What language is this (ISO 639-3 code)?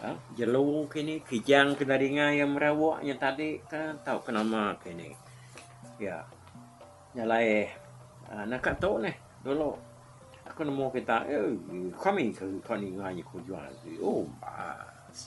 iba